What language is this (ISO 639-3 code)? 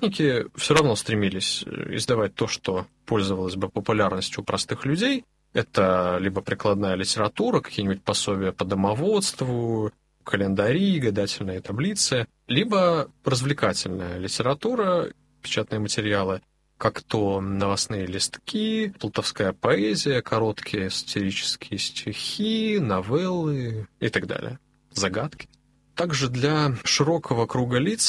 rus